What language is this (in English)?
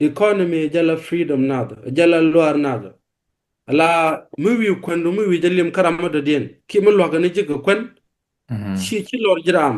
Nuer